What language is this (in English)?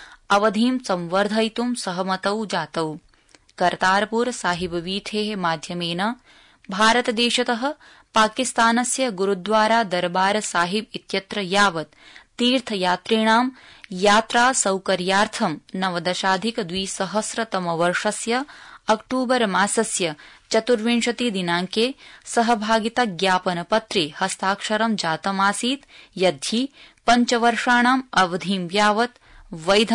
Sanskrit